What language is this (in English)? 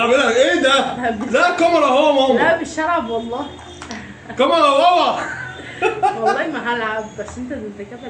Egyptian Arabic